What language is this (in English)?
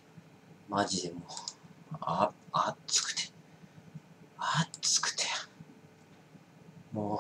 Japanese